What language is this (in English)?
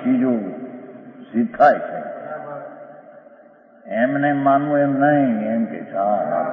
Gujarati